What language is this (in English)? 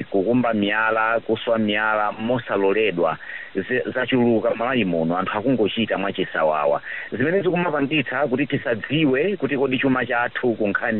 Nyanja